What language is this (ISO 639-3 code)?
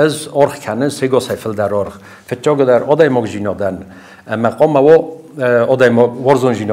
oss